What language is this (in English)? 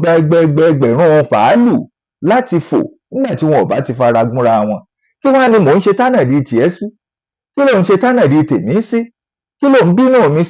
Yoruba